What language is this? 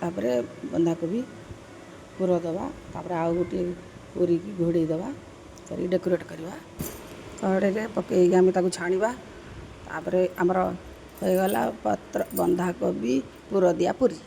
Odia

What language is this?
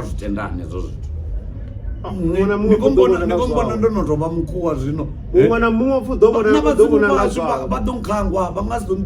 Venda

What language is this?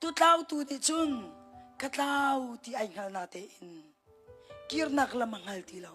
Hakha Chin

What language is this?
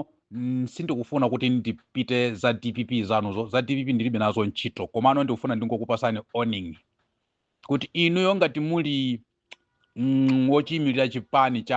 Nyanja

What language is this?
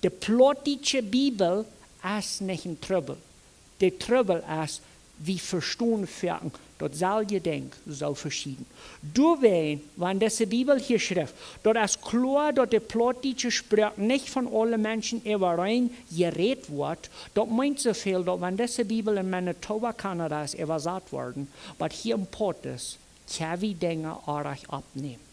Plautdietsch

